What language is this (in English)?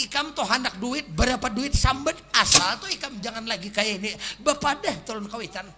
Banjar